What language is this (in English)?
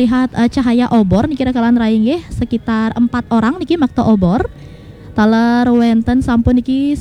Balinese